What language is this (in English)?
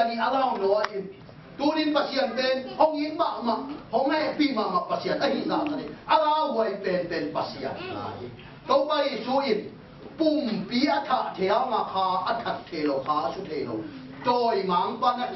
Tedim Chin